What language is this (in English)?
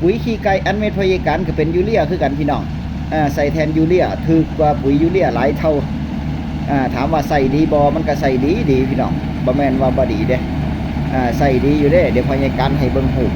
Northeastern Thai